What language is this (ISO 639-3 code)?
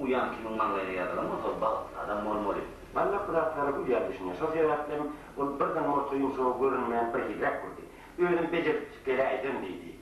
tuk